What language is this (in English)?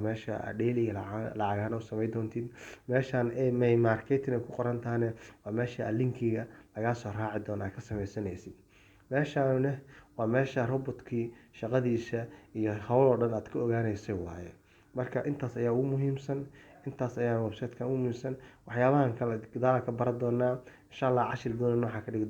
Somali